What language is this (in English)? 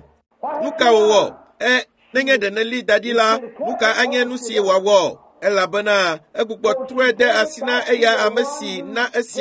Ewe